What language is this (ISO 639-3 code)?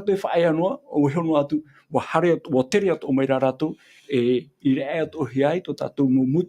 tah